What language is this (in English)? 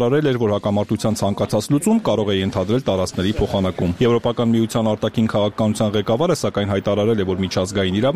Armenian